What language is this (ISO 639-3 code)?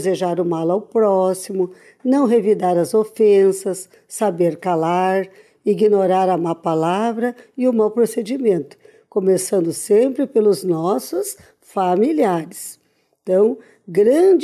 por